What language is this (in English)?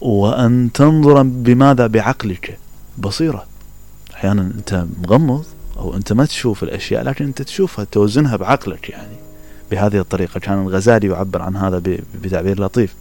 Mesopotamian Arabic